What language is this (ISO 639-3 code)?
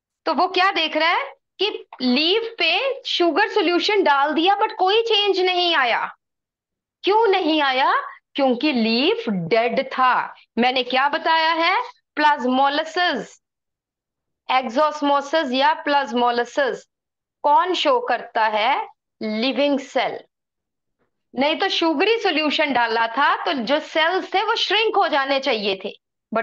hin